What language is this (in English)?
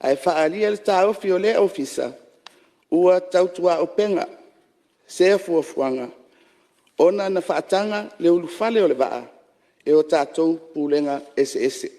Samoan